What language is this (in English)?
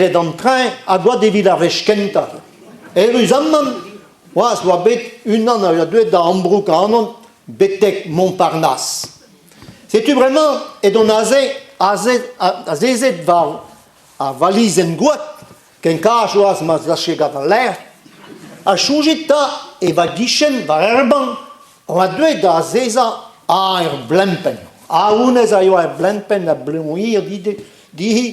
Breton